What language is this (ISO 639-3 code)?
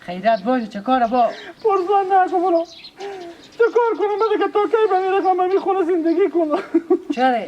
haz